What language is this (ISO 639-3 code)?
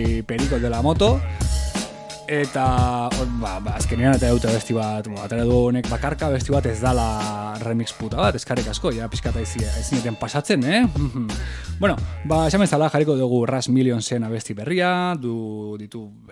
eus